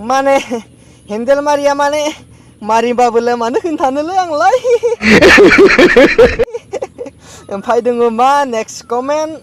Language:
Bodo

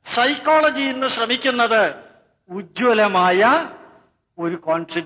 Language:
Malayalam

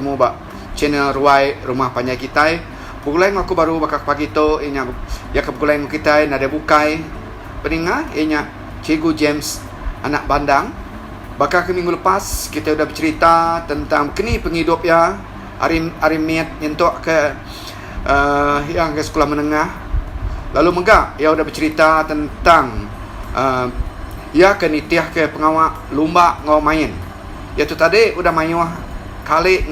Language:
Iban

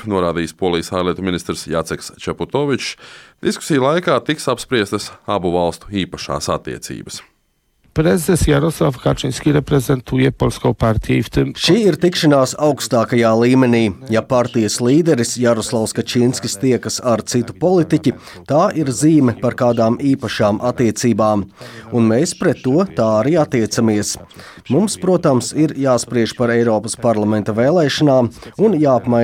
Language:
Latvian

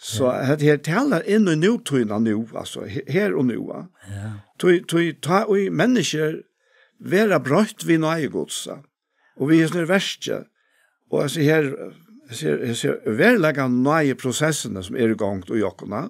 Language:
Faroese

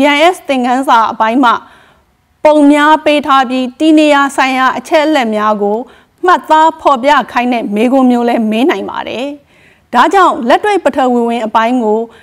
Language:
Burmese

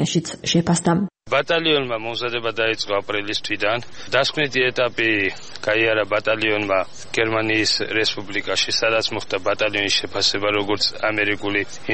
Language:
Georgian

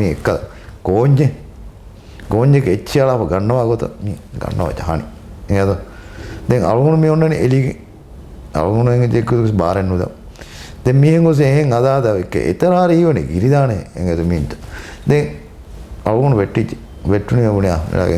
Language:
Divehi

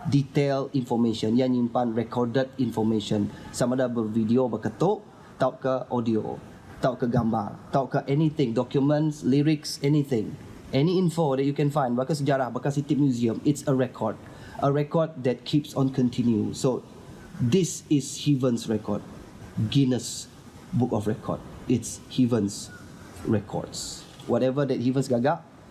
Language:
Iban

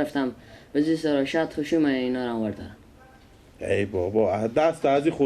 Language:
Persian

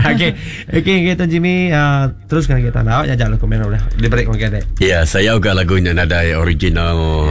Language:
Iban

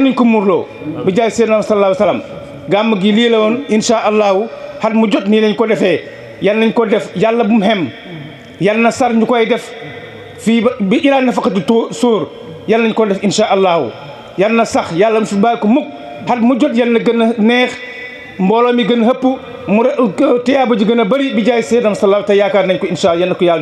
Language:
Wolof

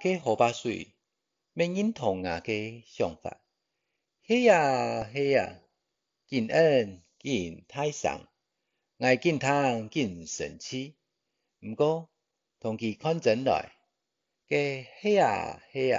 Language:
Hakka Chinese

